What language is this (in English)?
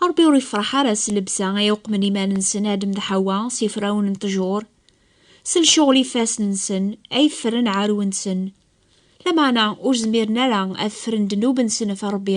Kabyle